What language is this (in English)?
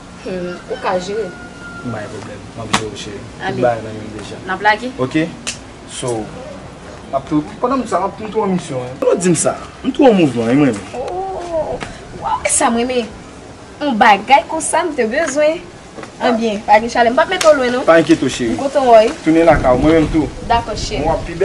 Haitian Creole